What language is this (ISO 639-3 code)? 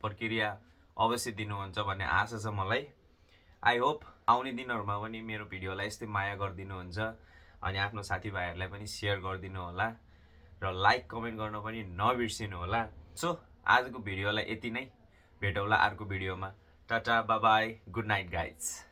nep